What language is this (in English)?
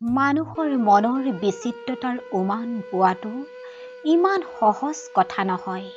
Assamese